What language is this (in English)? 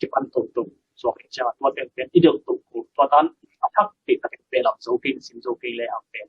Tedim Chin